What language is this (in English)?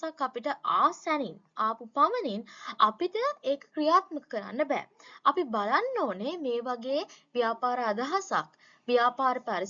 Sinhala